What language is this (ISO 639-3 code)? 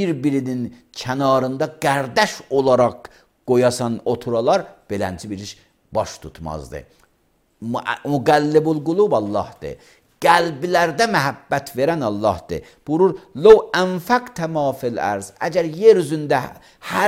aze